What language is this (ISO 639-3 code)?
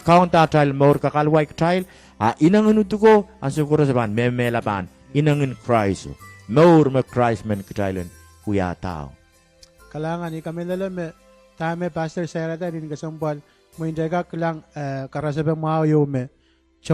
pon